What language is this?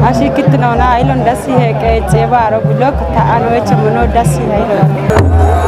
Kafa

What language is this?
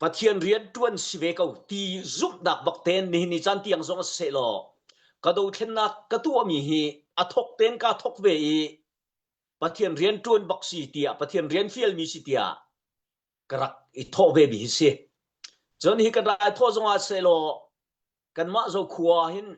Hakha Chin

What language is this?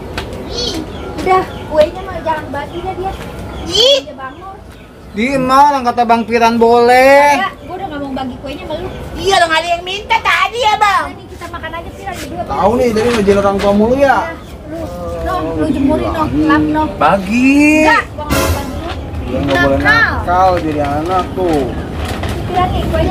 Betawi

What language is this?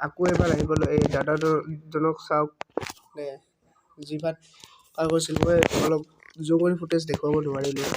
Assamese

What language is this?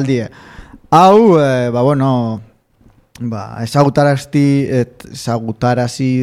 Basque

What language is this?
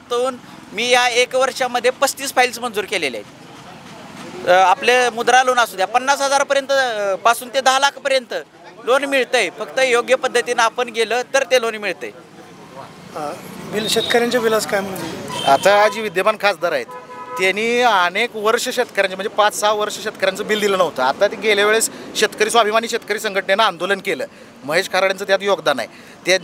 Marathi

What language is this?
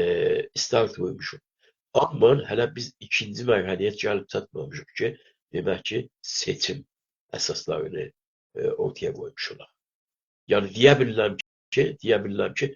South Azerbaijani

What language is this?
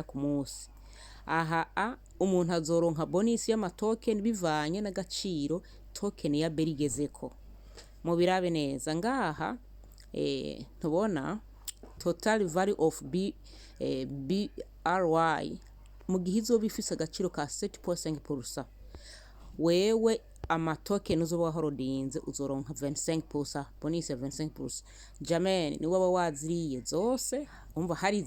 Rundi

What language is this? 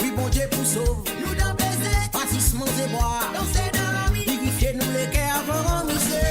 Morisyen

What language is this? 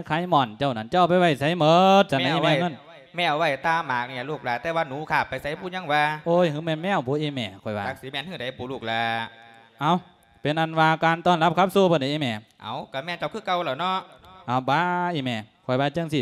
Lao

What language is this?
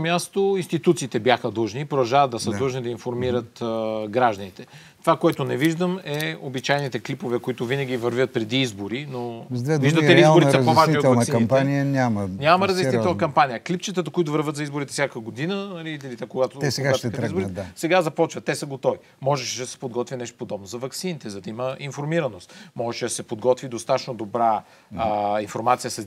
Bulgarian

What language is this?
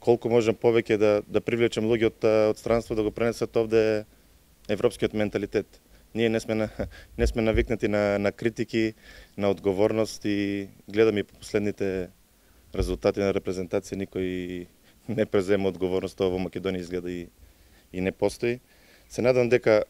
Macedonian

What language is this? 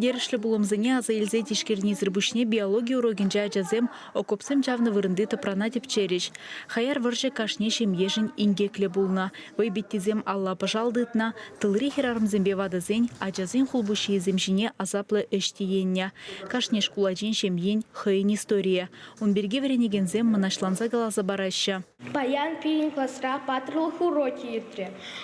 Chuvash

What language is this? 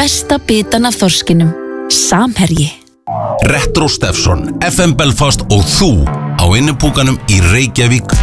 Icelandic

